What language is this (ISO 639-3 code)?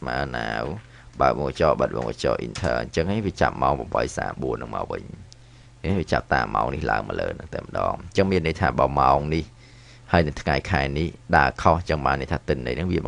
khm